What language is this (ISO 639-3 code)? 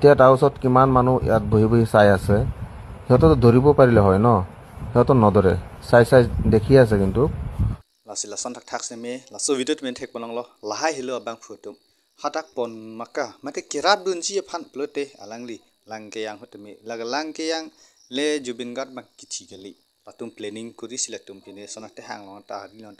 mjw